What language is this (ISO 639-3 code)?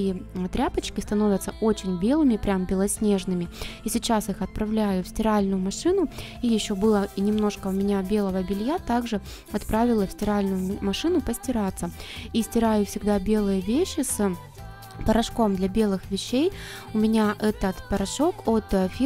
rus